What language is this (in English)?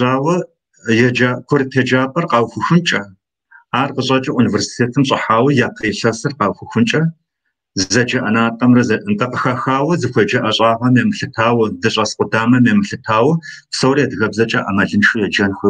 Kabardian